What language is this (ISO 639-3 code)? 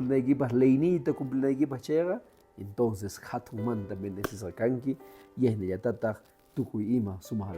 que